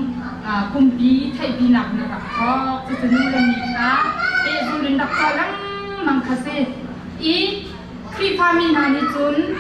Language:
Hakha Chin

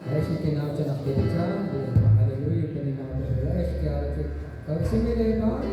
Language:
Kekchí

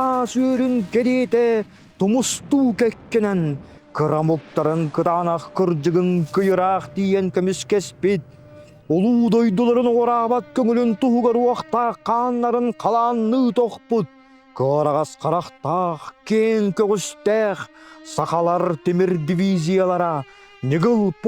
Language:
Yakut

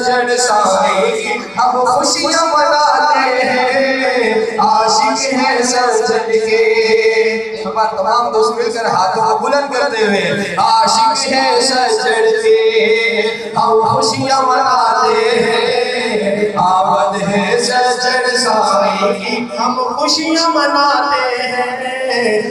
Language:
Urdu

